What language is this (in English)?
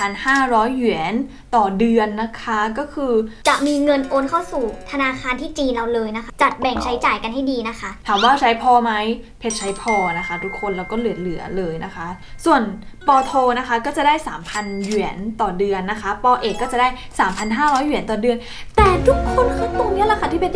Thai